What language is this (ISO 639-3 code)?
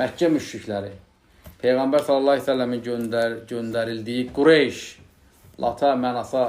aze